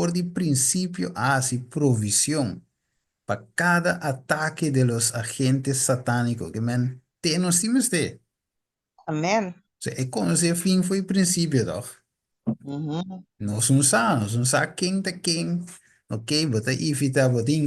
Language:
Papiamento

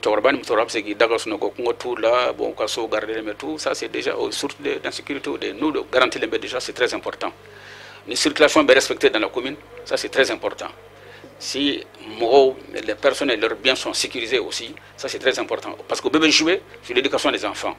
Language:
Bambara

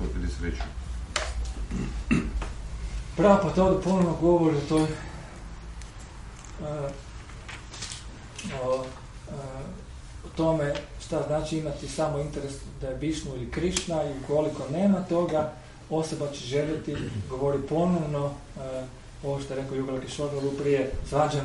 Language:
Croatian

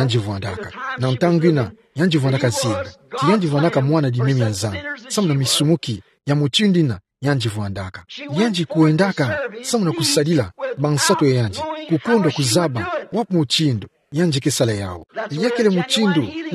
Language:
Kituba (Democratic Republic of Congo)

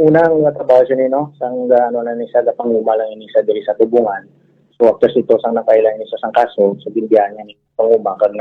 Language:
Hiligaynon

